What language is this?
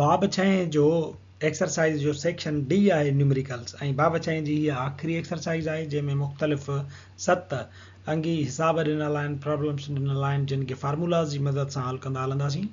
Sindhi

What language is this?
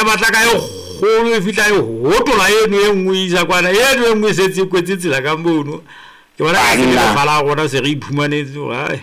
Southern Sotho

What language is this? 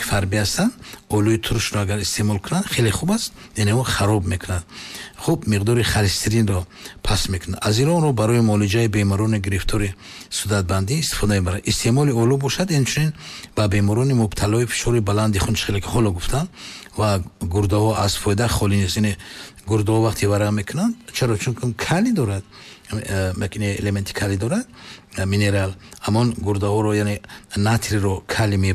Tajik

